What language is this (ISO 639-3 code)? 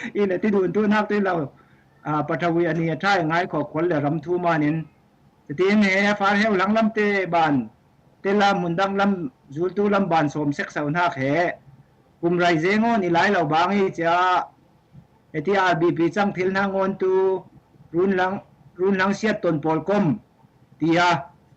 cfm